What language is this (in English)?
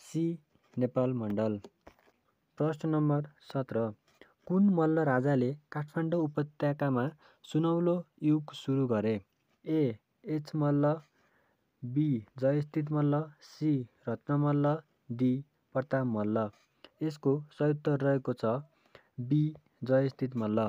Nepali